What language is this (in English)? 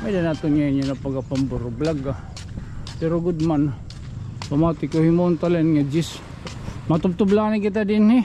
Waray